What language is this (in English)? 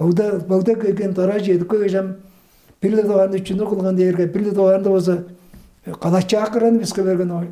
Tuvinian